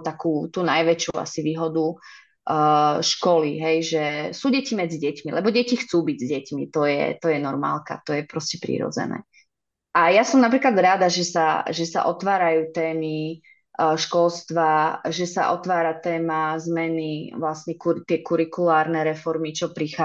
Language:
Slovak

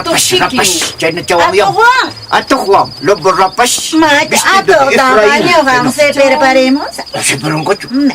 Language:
Quechua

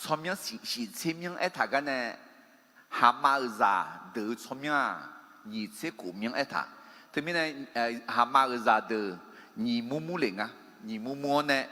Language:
Akha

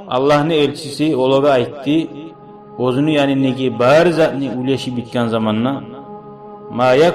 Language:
Kumyk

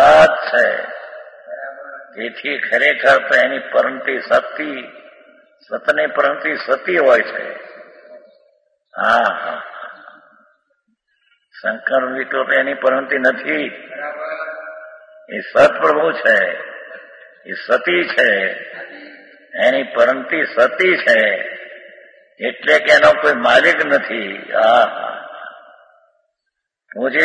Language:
Gujarati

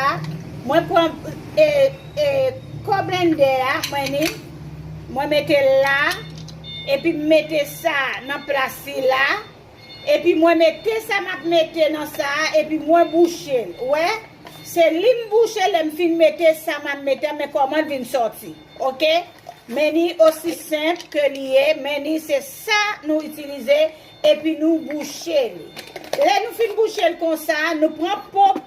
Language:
Haitian Creole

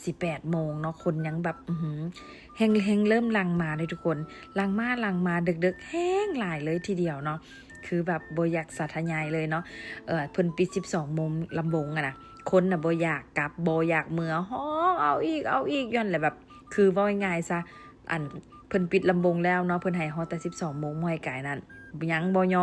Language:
Lao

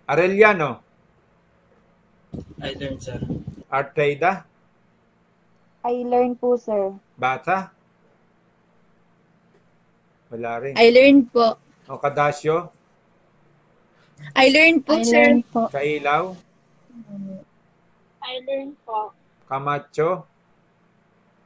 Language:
Filipino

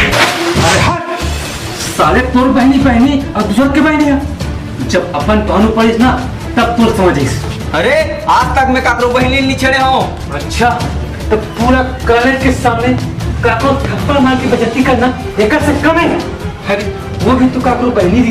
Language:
Chhattisgarhi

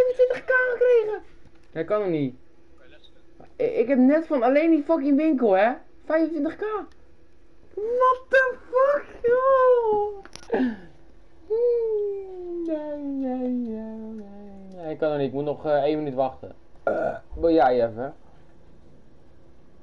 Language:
Dutch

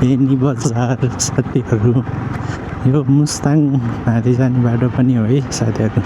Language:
Nepali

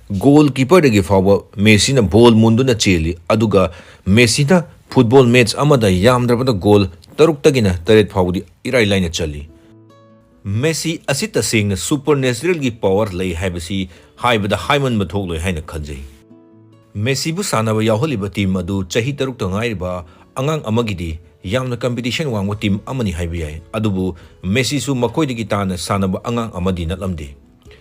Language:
Manipuri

